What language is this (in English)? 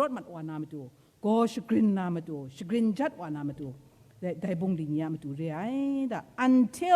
Kachin